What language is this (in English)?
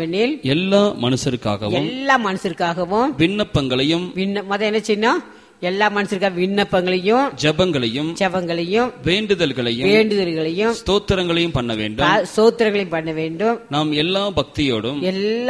Tamil